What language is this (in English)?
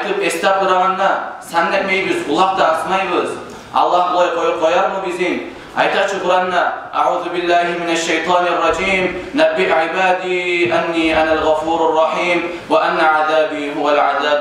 Kumyk